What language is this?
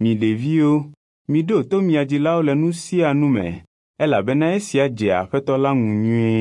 Ewe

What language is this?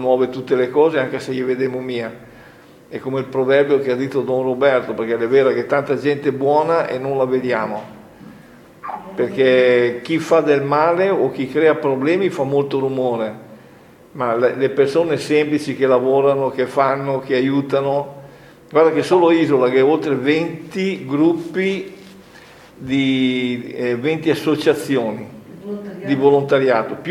Italian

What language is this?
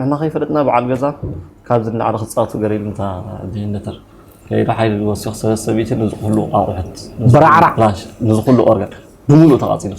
Tigrinya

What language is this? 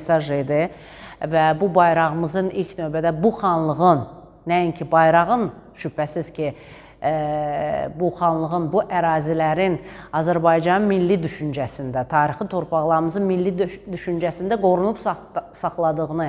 Azerbaijani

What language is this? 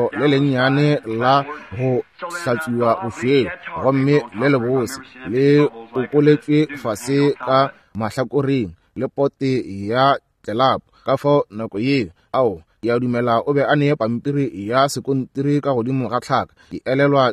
Northern Sotho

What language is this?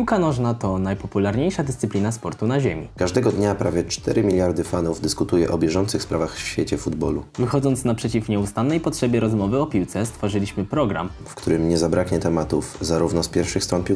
Polish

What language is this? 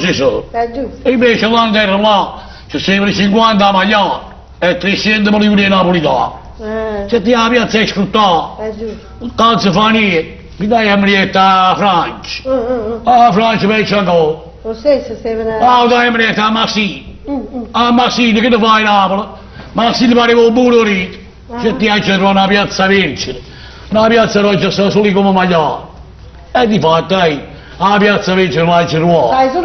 Neapolitan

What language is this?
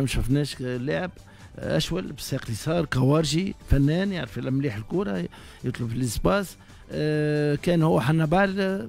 Tunisian Arabic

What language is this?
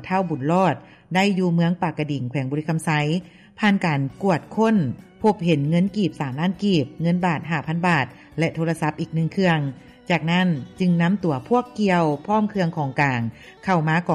Lao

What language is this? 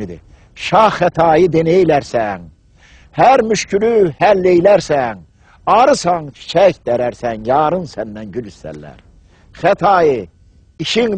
Azerbaijani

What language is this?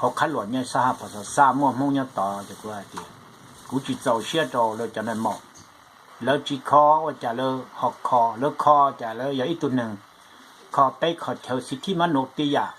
Hmong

